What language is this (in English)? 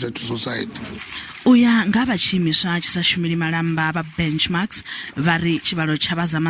Venda